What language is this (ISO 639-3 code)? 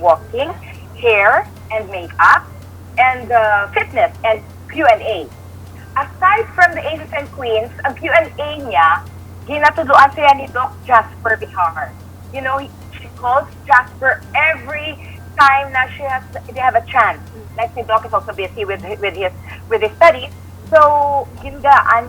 hil